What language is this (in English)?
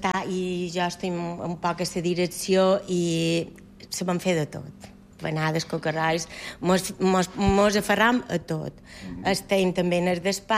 Catalan